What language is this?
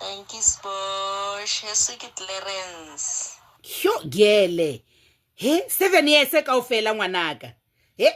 Southern Sotho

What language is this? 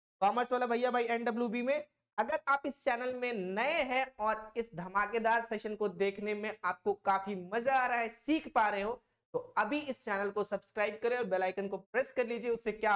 Hindi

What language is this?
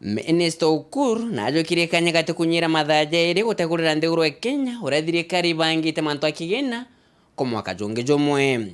Meru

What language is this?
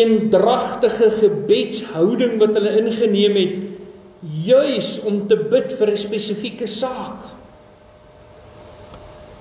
Afrikaans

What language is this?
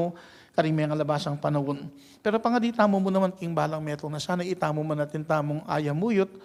Pampanga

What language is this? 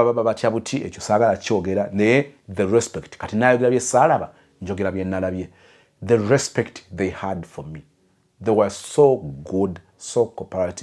Ganda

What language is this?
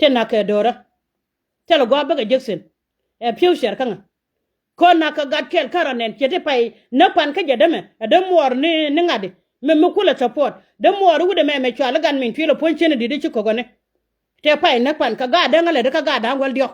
Nuer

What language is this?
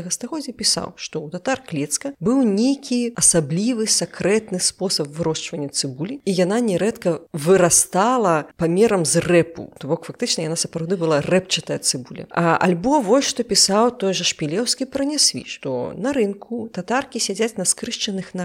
Belarusian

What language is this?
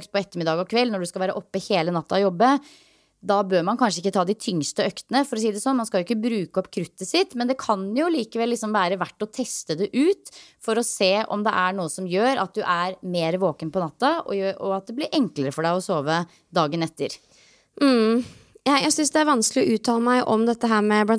Norwegian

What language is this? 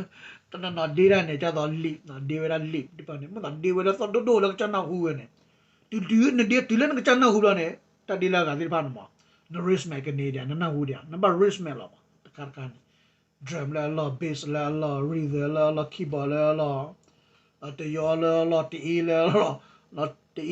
S'gaw Karen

